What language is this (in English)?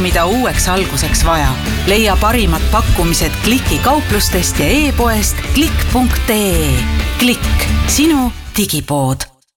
Estonian